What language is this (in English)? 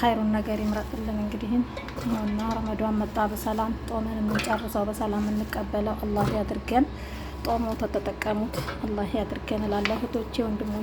Amharic